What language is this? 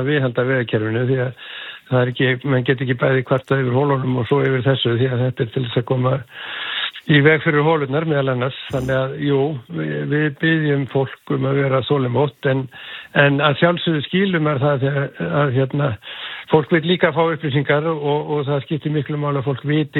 Icelandic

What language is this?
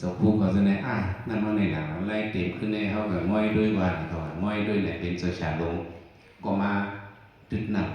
Shan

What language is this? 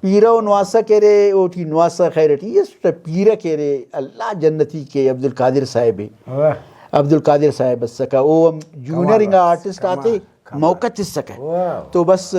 Brahui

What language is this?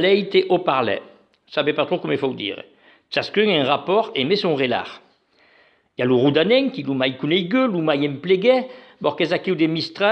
Occitan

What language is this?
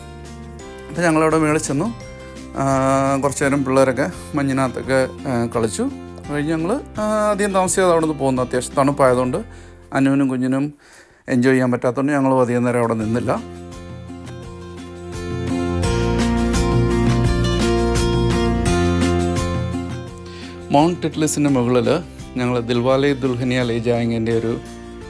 Malayalam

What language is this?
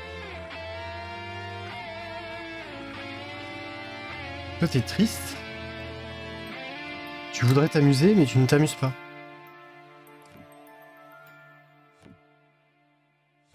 French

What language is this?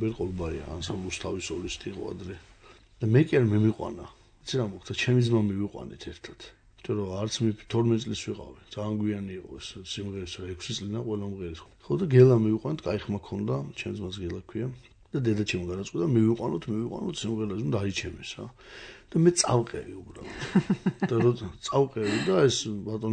Georgian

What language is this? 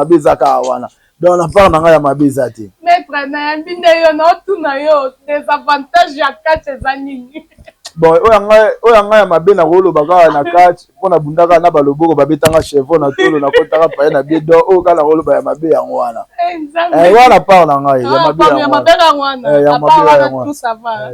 Lingala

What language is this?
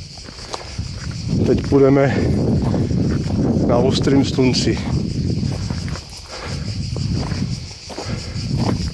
Czech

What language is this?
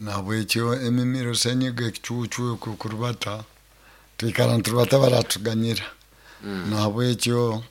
Nyoro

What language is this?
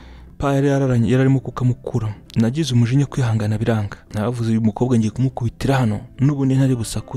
Kinyarwanda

